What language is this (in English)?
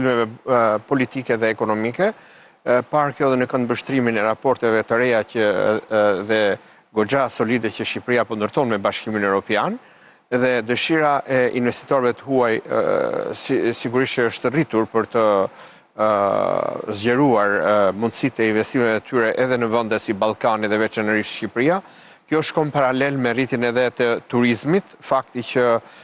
Albanian